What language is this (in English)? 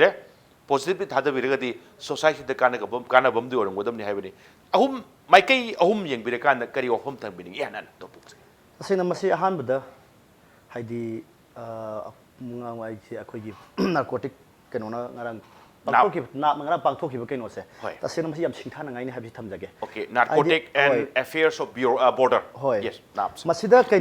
Manipuri